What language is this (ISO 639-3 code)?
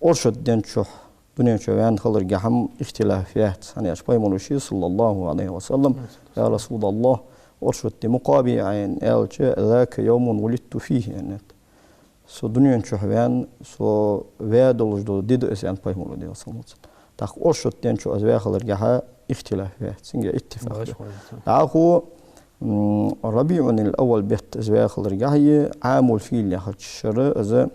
inh